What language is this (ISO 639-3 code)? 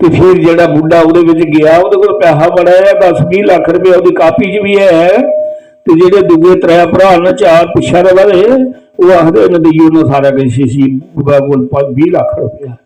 doi